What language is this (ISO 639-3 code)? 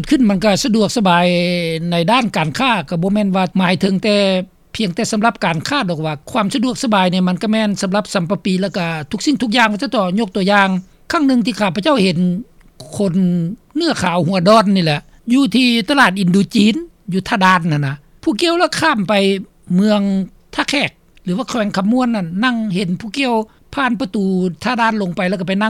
lao